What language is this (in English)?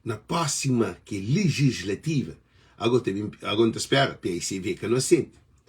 Kabuverdianu